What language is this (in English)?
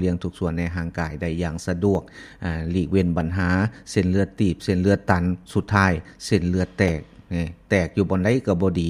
Lao